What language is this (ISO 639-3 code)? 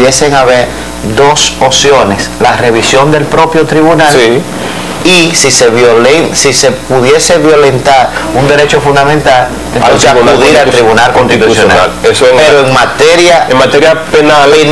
spa